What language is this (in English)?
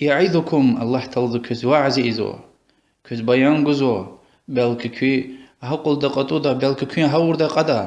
Lezghian